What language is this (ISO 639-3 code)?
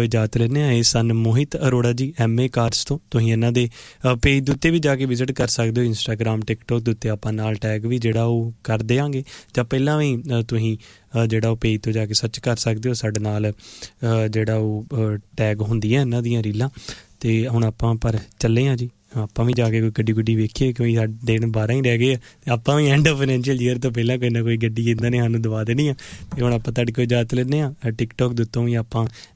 pan